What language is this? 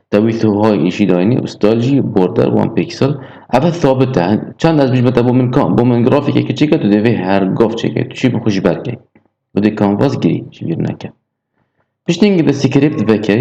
Kurdish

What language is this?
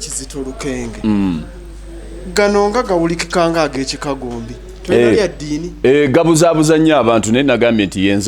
Ganda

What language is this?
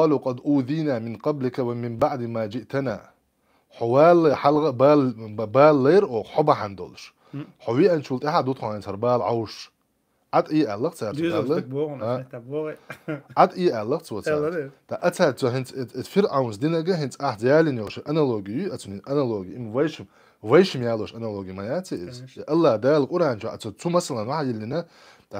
Chechen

